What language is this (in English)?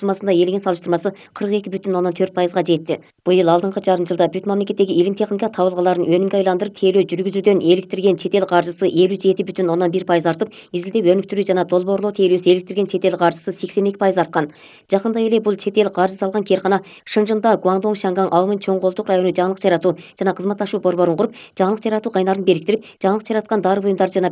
Kyrgyz